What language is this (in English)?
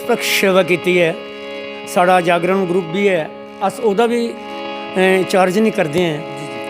Dogri